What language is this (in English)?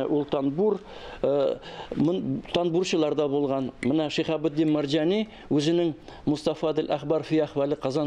Tatar